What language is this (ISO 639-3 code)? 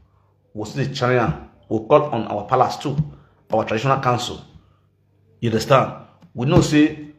pcm